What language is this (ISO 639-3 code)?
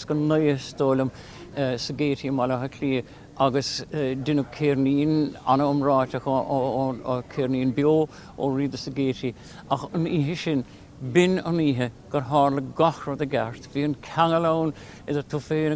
gle